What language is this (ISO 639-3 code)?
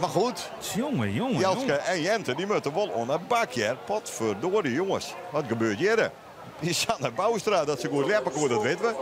fry